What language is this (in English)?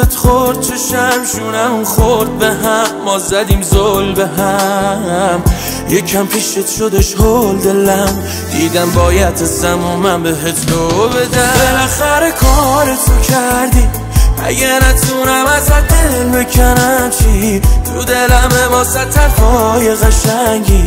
Persian